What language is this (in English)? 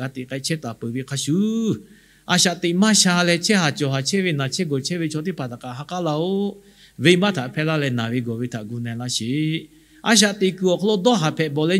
Lahu